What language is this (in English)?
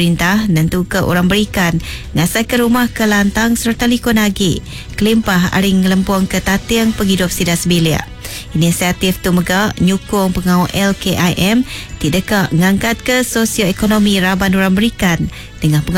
Iban